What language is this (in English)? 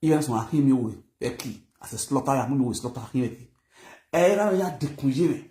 Nigerian Pidgin